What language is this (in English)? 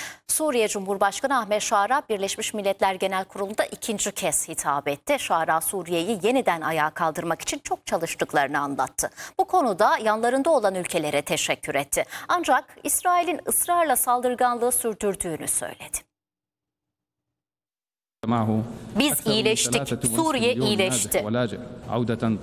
Turkish